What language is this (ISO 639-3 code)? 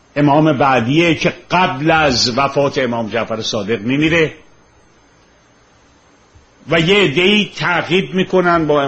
fas